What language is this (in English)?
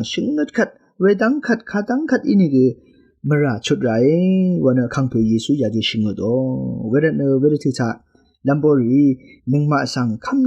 Rawang